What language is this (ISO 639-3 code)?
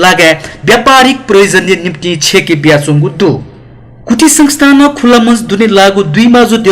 new